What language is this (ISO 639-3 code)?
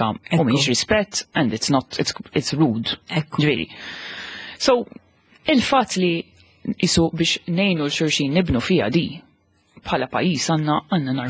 mlt